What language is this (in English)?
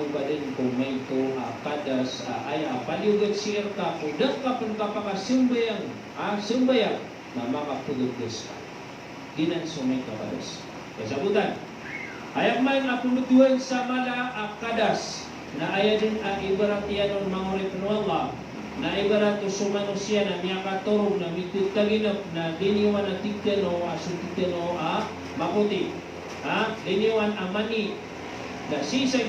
Maranao